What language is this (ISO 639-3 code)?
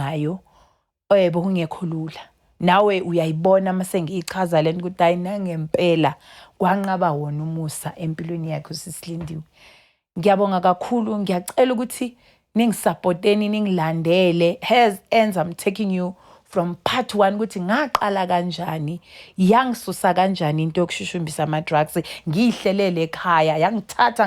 zul